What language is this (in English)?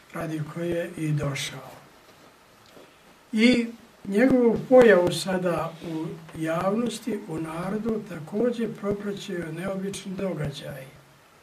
Serbian